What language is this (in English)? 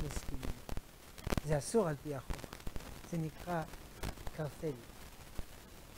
Hebrew